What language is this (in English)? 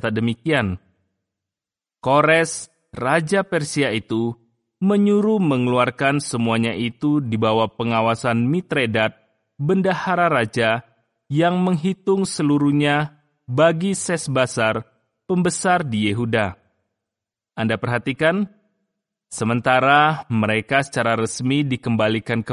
Indonesian